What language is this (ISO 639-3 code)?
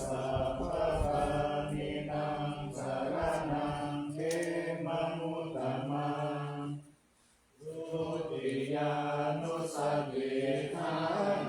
pli